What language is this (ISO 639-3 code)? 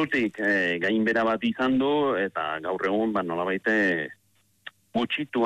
eus